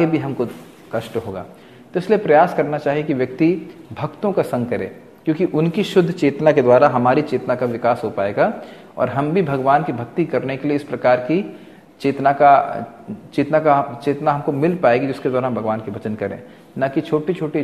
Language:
Hindi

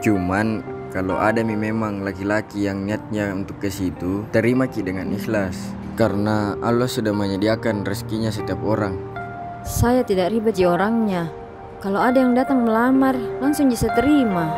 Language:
Makassar Malay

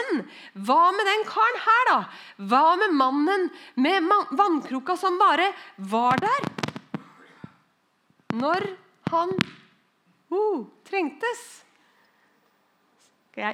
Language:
Norwegian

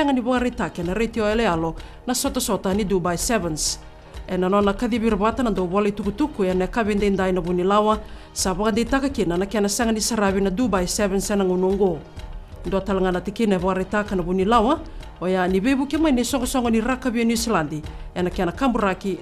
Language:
Fijian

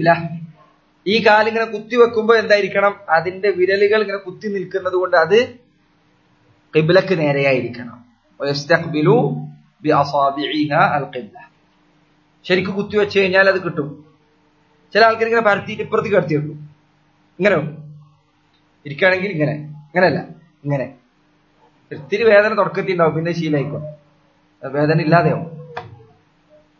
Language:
Malayalam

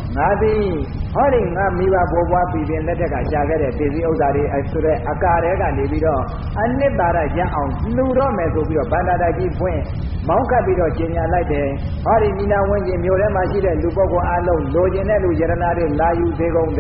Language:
Burmese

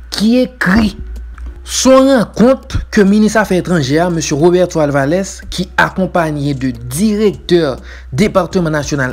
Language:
Haitian Creole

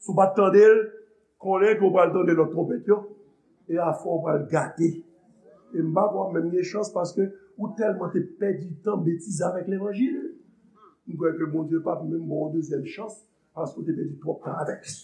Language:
Haitian Creole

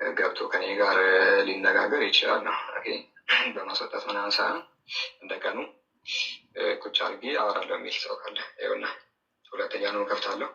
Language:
Amharic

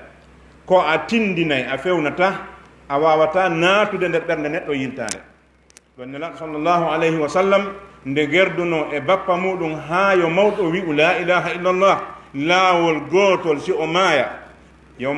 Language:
Fula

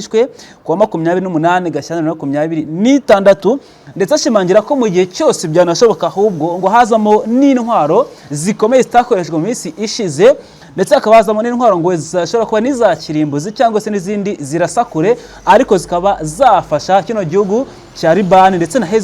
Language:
Kinyarwanda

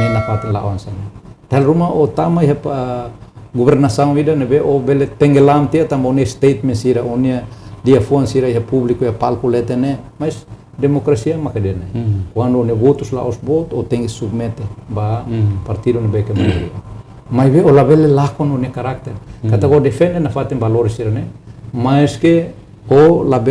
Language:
Tetum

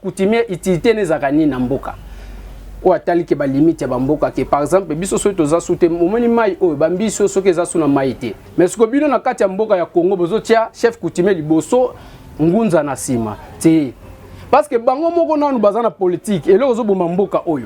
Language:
Lingala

